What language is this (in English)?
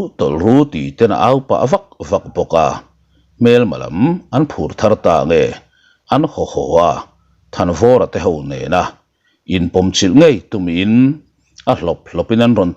Mizo